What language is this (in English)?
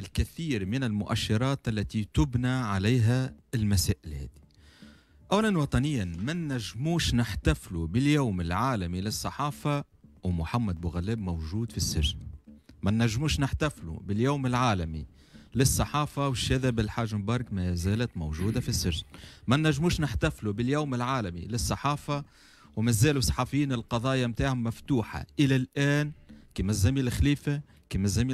Tunisian Arabic